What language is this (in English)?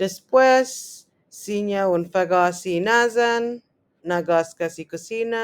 Chamorro